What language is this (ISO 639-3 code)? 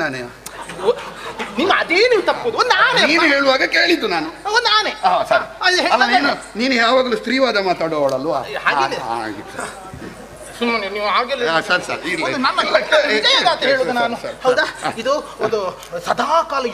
kan